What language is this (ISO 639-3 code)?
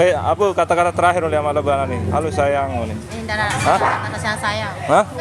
sas